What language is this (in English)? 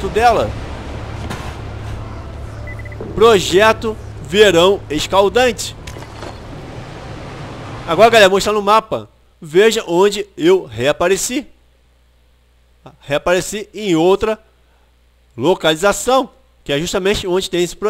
Portuguese